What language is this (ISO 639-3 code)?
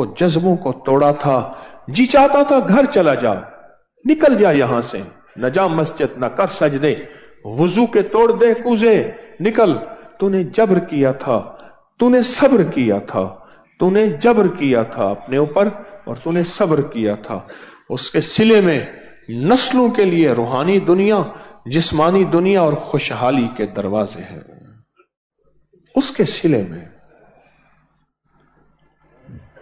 urd